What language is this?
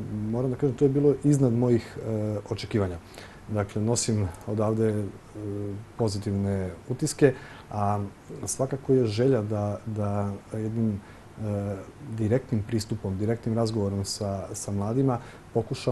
Serbian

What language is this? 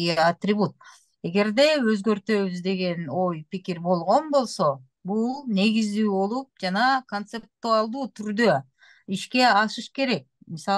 Kyrgyz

